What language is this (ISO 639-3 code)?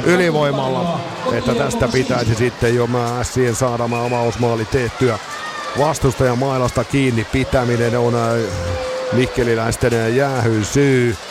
fin